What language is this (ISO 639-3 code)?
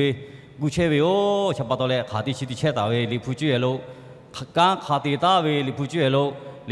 lhu